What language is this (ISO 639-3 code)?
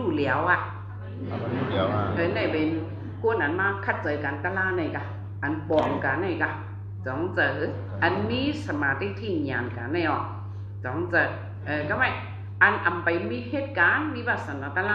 shn